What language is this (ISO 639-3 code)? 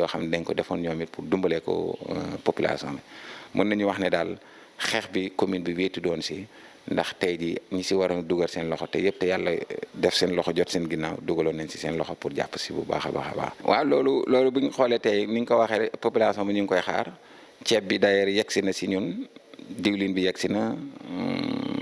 wol